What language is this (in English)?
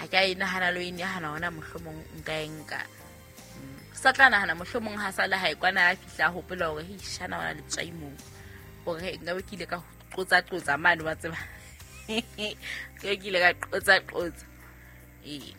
Southern Sotho